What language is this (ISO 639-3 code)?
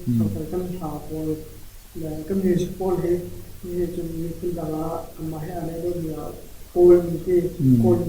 cnh